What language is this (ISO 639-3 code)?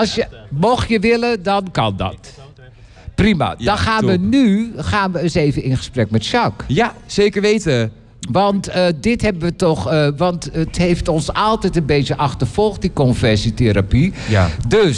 nld